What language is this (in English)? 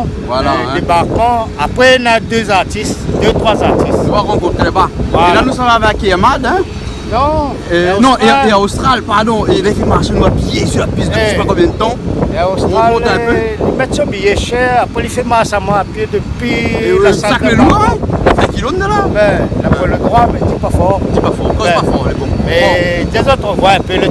Réunion Creole French